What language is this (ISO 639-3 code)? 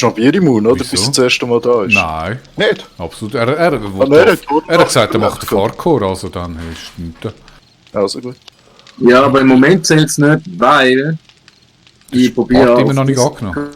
gsw